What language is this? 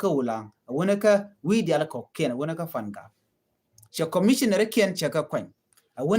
Nuer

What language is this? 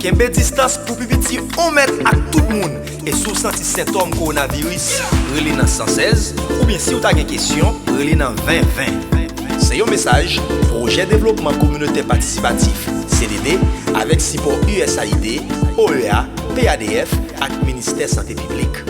Haitian Creole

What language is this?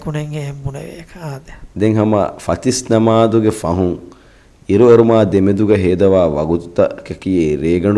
Divehi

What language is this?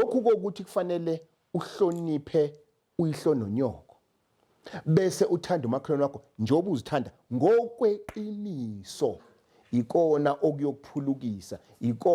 Zulu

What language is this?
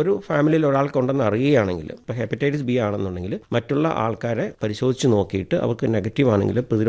Malayalam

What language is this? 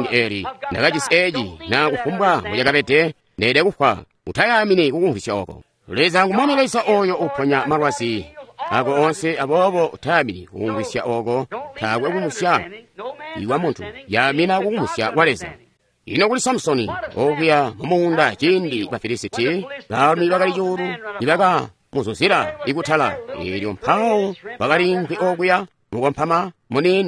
Tonga (Zambia)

